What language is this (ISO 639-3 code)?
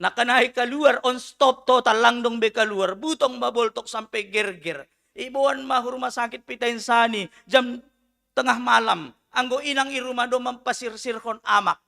bts